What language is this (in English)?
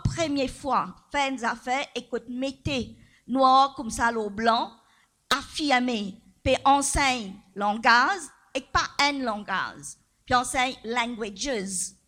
Morisyen